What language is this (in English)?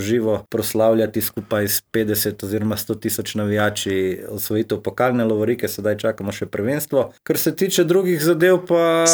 Slovenian